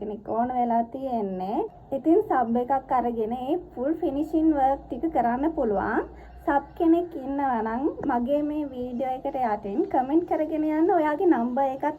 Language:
Sinhala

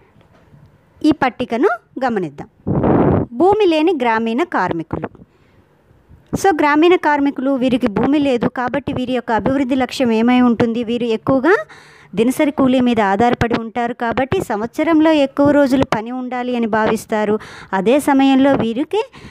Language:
Telugu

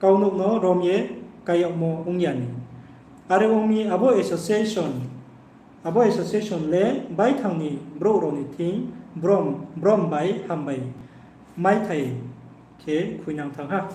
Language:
Riang (India)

